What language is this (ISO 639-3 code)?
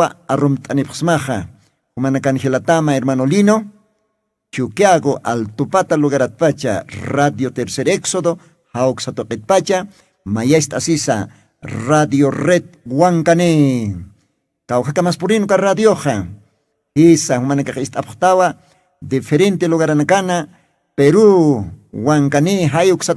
aym